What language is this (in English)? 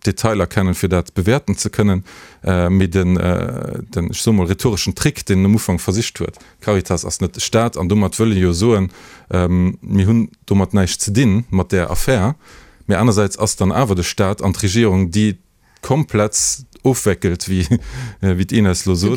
Luxembourgish